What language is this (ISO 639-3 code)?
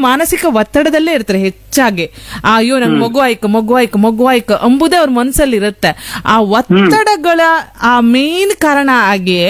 kan